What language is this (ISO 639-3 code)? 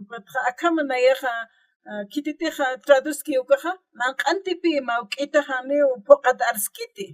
aym